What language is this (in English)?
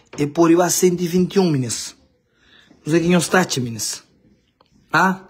Kabuverdianu